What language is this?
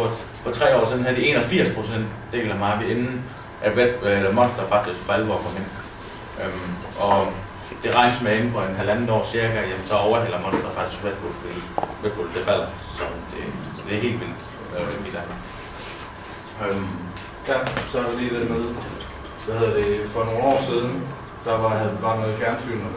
Danish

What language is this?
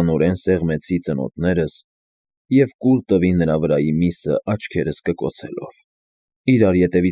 Armenian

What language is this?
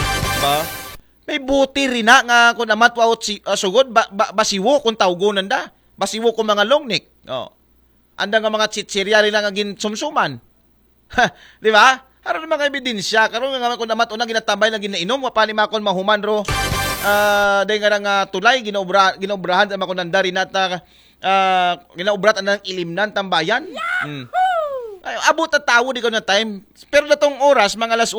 Aklanon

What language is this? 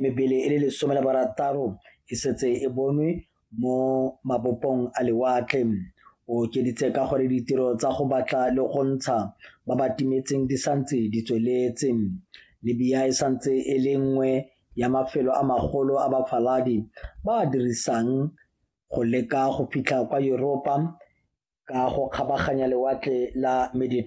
Tswana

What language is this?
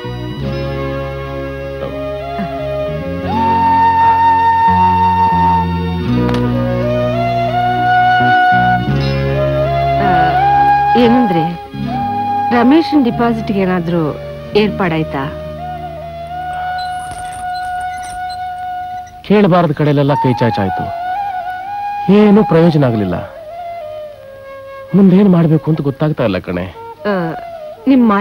Kannada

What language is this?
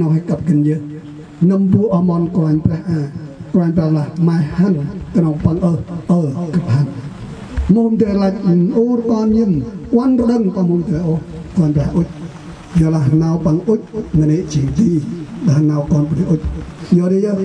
Central Mnong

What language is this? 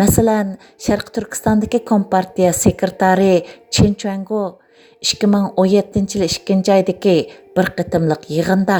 Uyghur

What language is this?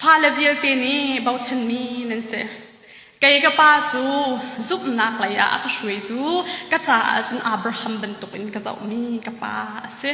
Hakha Chin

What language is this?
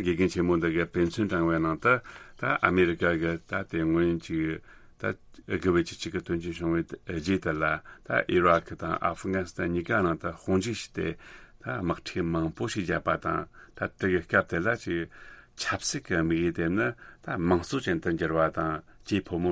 Tibetan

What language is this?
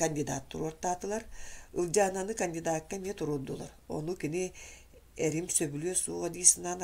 Yakut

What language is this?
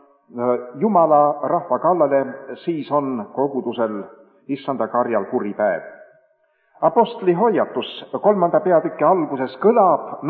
Estonian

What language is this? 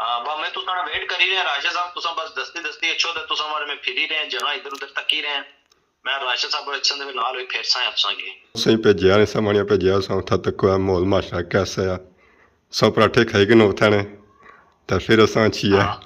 Pahari-Potwari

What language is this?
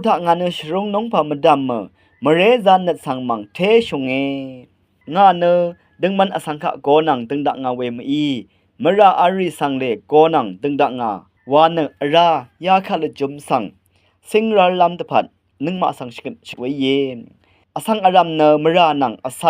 Rawang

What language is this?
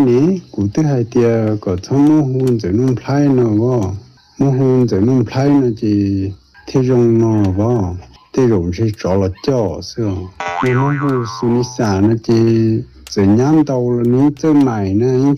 Hmong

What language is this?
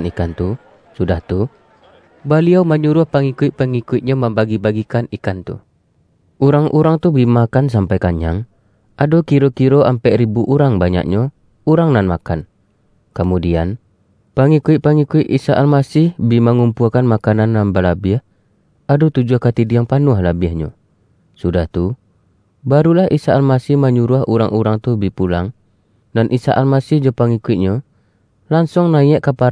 Minangkabau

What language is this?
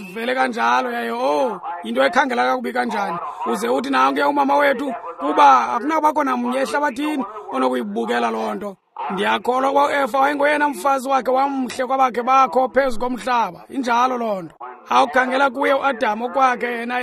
Xhosa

